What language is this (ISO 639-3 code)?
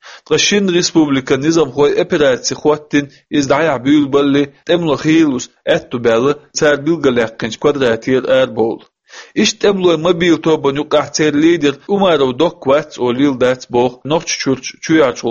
che